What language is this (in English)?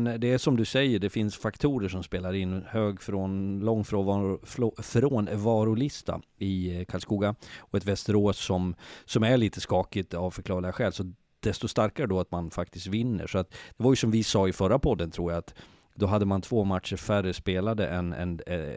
Swedish